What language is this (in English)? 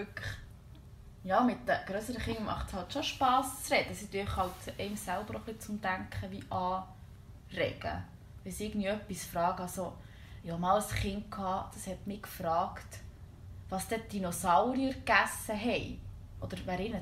Swiss German